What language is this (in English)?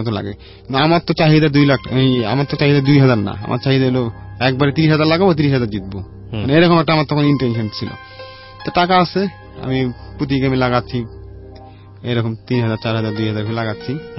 Bangla